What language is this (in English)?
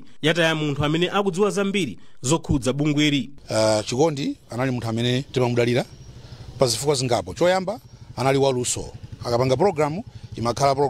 Nyanja